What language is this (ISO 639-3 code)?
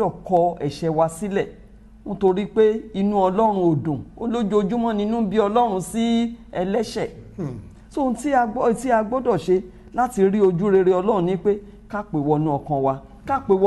yor